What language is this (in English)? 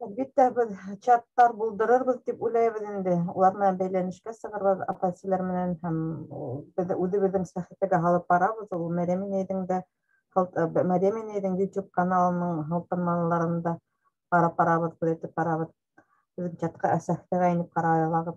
Bashkir